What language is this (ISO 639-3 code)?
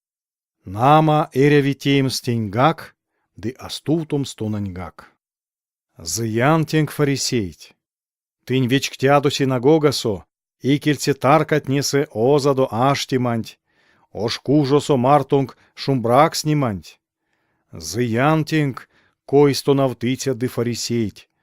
myv